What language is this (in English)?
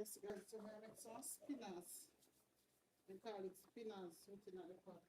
Jamaican Creole English